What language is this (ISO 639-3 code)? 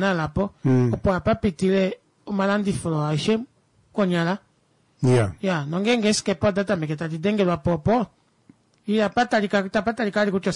kua